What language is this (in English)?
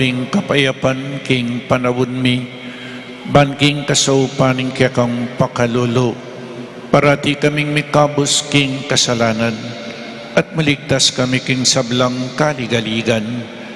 Pampanga